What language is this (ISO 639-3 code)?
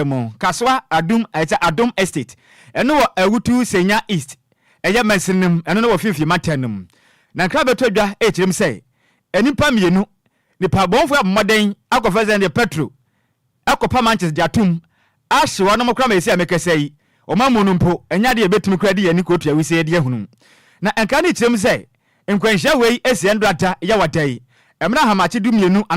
aka